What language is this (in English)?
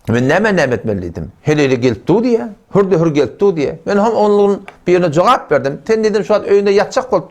Turkmen